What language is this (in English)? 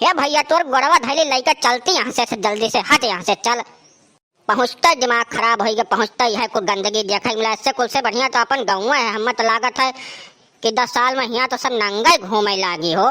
Awadhi